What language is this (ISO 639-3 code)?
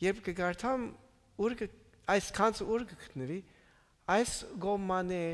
hyw